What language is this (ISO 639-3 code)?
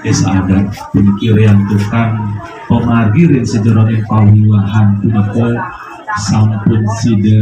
ban